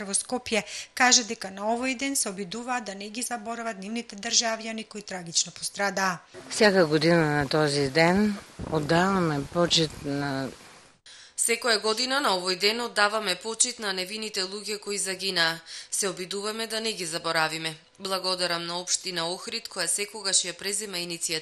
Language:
Macedonian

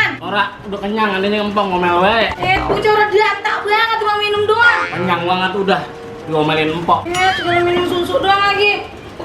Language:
Betawi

